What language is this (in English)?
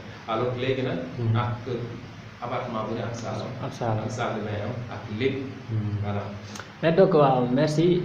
Wolof